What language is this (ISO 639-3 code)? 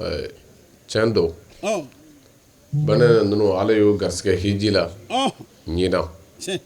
bam